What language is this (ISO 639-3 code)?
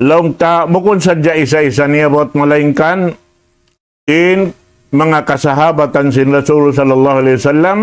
tsg